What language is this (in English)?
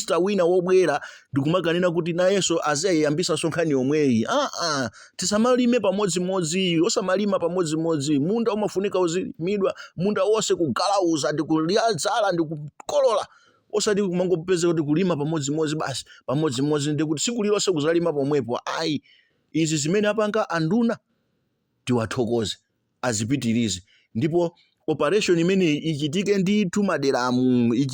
Nyanja